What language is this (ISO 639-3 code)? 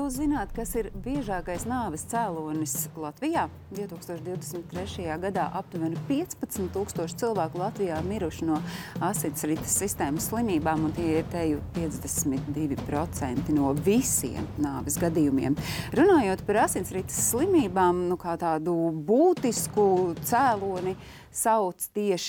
lav